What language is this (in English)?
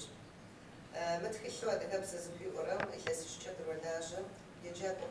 Kabardian